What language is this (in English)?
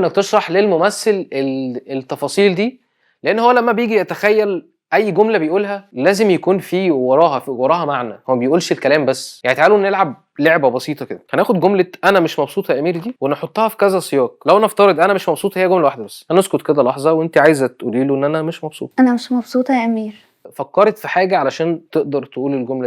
Egyptian Arabic